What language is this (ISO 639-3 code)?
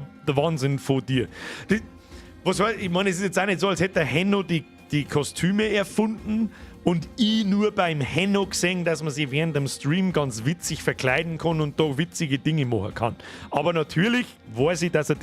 bar